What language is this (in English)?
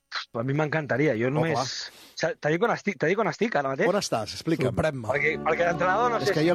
Catalan